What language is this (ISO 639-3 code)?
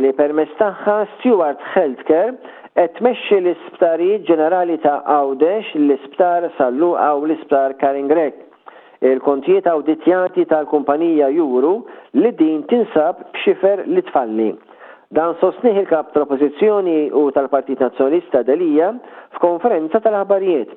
mlt